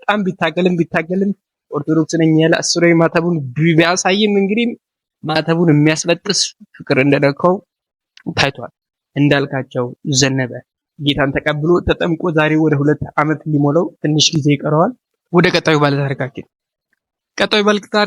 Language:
Amharic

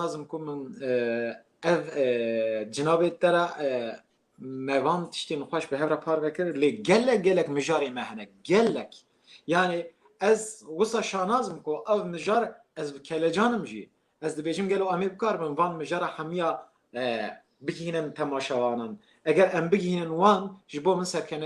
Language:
Kurdish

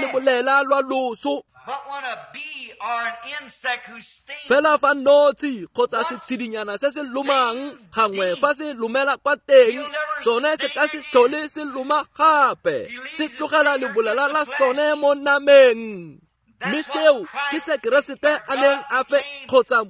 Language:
Tswana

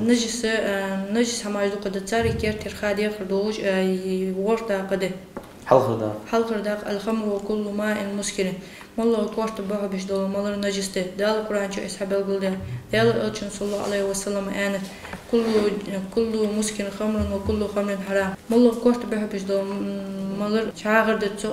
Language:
Ingush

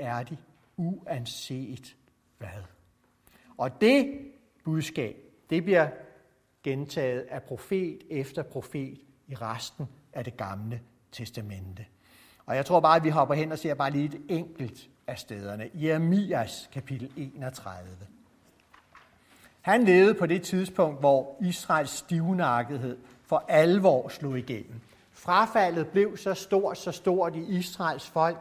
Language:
Danish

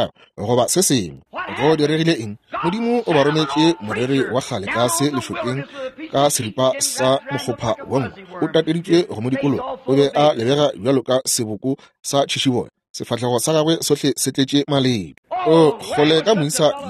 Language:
Northern Sotho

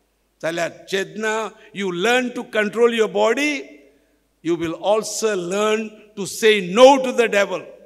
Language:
Konkani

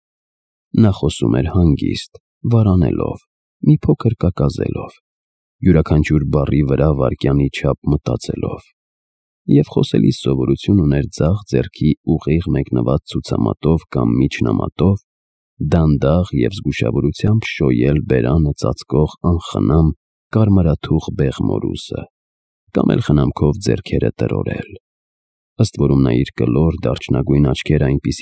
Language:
Armenian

